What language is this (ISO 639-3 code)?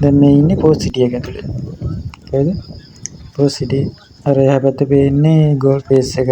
sin